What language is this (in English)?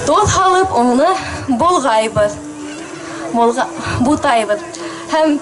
Bashkir